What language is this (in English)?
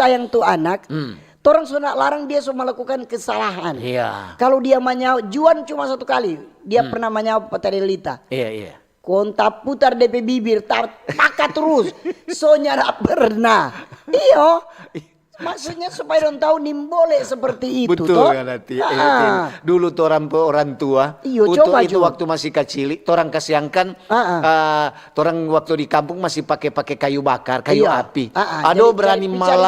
Manado Malay